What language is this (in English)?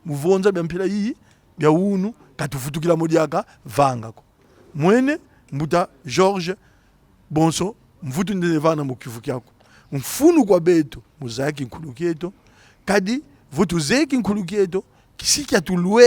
Kongo